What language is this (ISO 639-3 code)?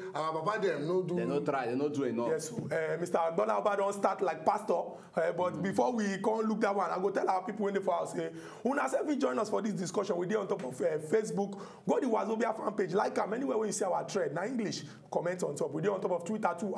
pcm